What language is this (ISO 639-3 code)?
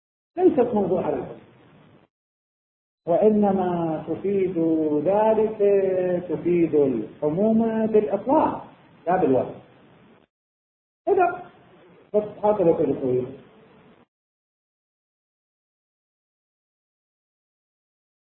ara